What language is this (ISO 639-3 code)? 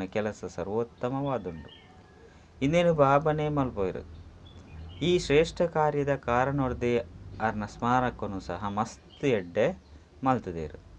tcy